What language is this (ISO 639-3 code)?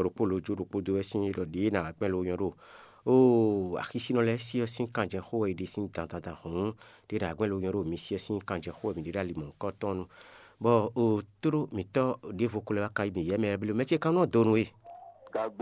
fon